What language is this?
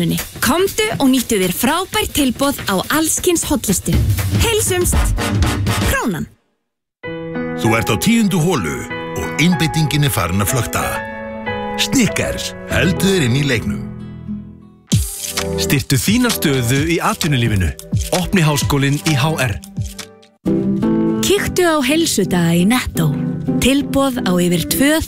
Icelandic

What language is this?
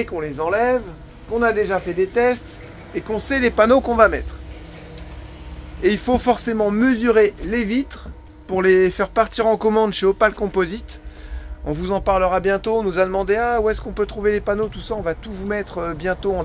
French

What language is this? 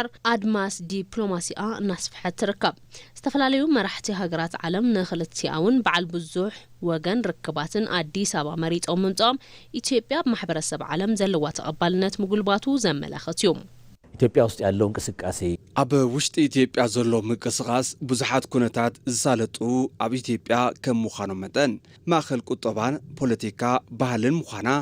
Tigrinya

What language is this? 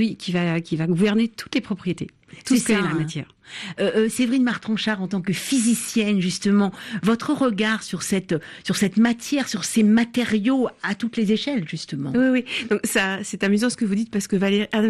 French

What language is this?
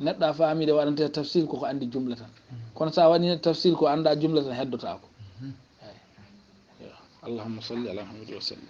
Fula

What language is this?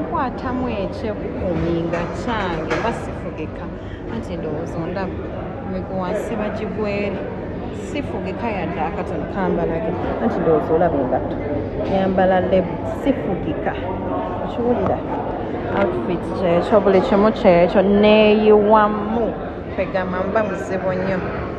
Ganda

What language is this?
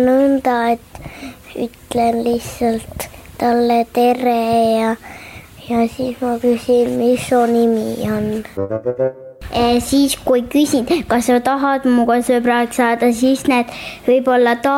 Estonian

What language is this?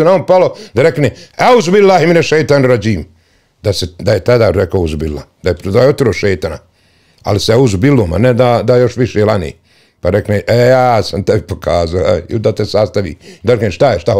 Bosnian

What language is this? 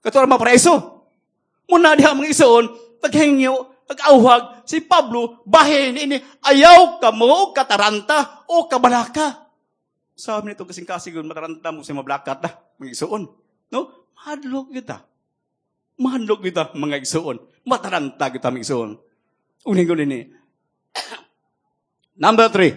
Cebuano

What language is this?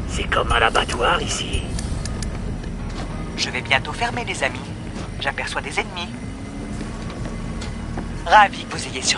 French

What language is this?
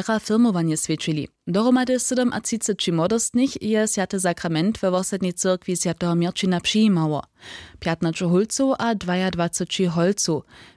Upper Sorbian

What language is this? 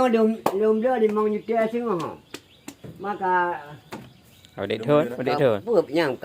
Achinese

